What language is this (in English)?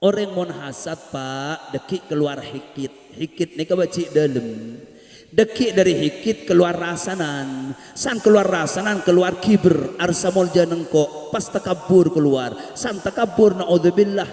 Madurese